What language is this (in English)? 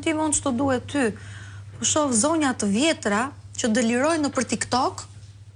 Albanian